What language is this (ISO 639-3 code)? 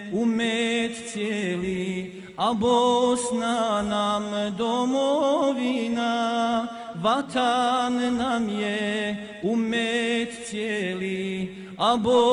bos